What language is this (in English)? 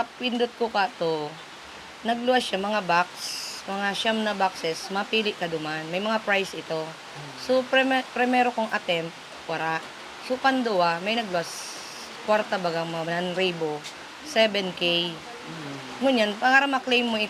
Bikol